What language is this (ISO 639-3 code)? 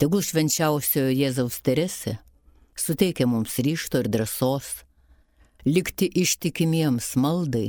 lit